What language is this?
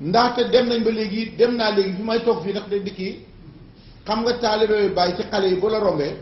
Wolof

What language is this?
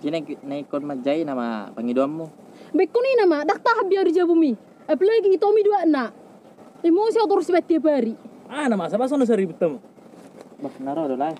Batak Toba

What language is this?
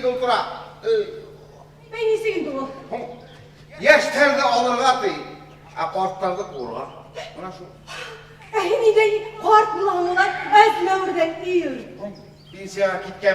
Bashkir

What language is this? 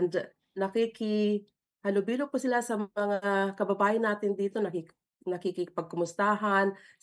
Filipino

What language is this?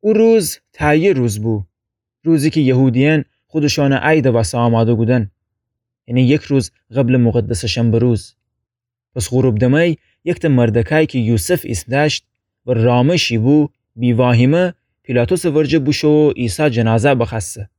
Gilaki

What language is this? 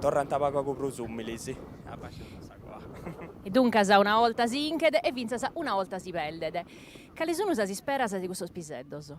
Sardinian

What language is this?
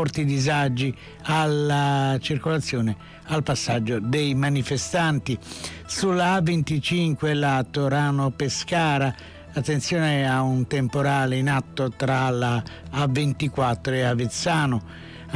Italian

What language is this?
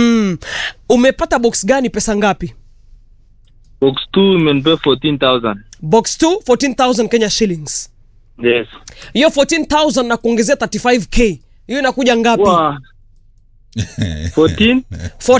Swahili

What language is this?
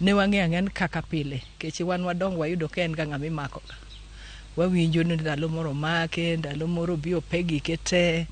Luo (Kenya and Tanzania)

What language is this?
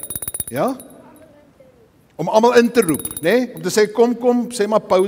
Afrikaans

